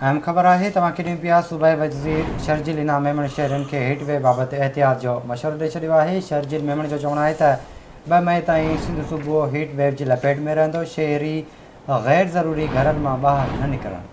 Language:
Sindhi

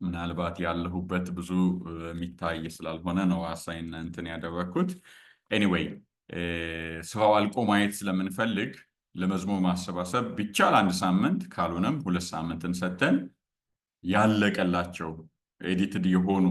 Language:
Amharic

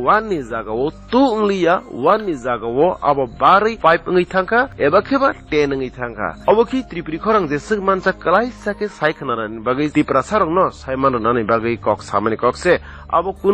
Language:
Kok Borok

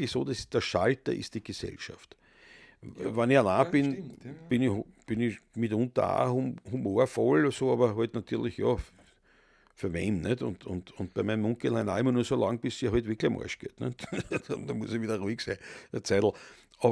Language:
Bavarian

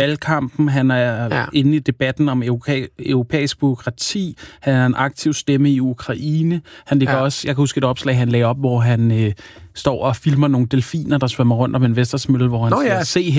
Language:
Danish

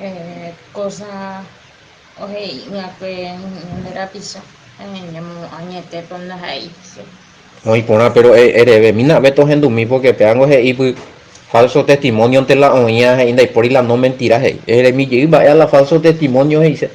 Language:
Guarani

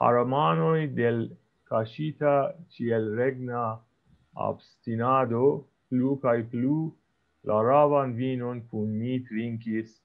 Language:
Esperanto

